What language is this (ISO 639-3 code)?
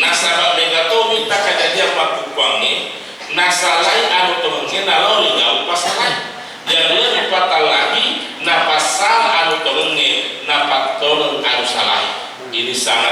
bug